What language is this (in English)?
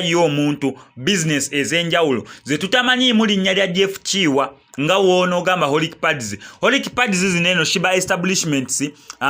Ganda